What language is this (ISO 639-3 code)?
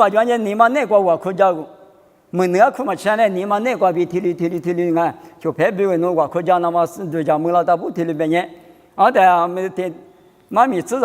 lis